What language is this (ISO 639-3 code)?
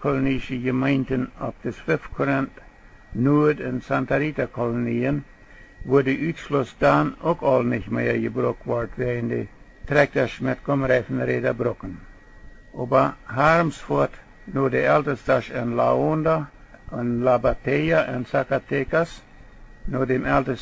pdt